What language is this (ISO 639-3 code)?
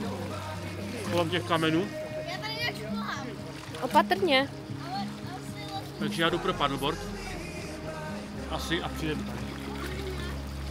ces